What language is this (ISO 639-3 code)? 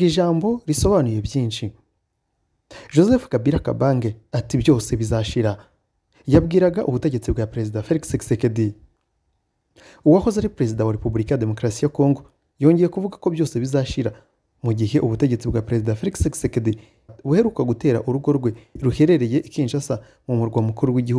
kin